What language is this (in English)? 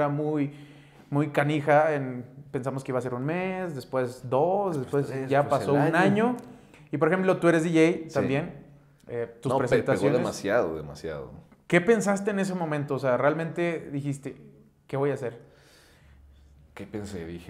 Spanish